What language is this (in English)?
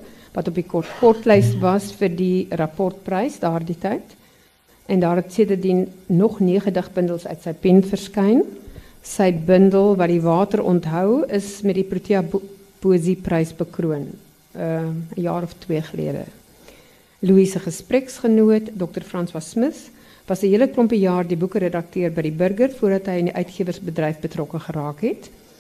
Afrikaans